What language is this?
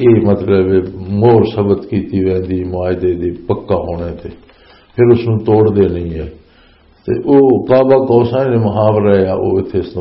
Western Panjabi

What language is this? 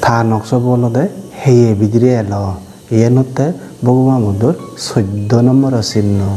Chakma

